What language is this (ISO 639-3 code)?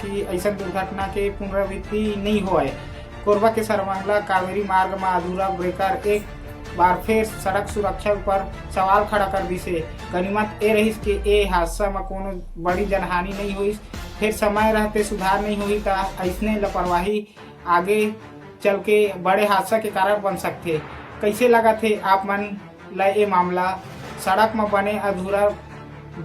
hne